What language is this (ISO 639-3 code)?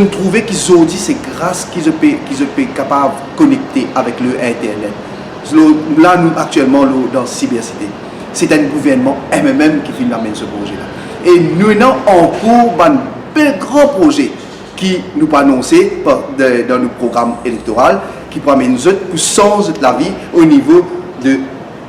mfe